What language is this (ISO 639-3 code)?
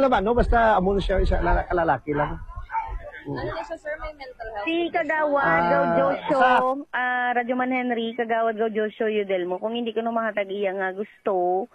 hil